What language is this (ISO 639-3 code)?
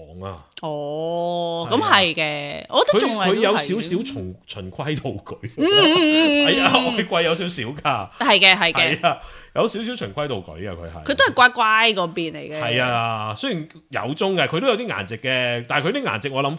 yue